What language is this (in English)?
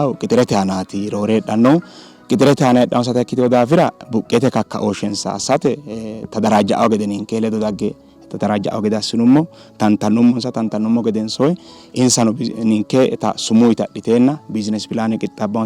Sidamo